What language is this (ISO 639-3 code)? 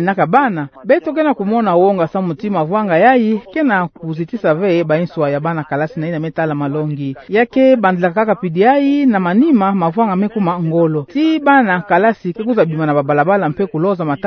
ktu